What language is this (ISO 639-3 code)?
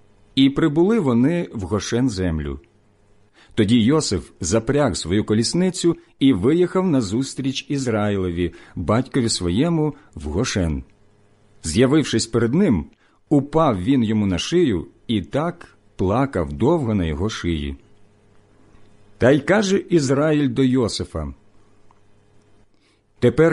ukr